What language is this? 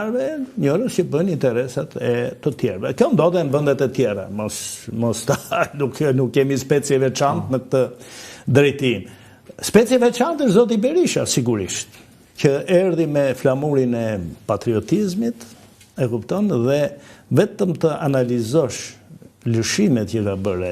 Albanian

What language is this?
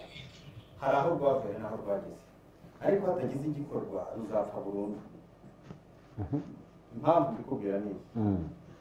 Kinyarwanda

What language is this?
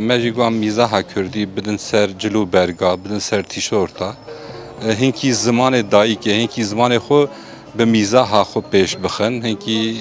Kurdish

